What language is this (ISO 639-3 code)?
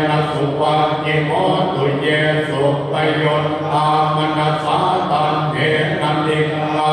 pli